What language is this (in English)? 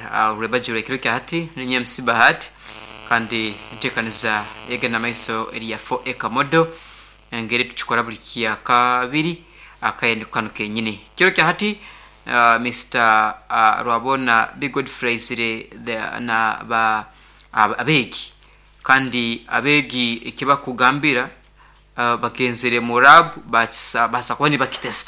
Nyankole